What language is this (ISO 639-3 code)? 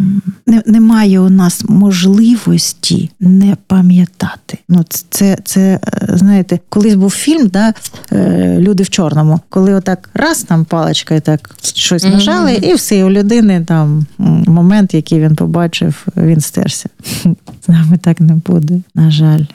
ukr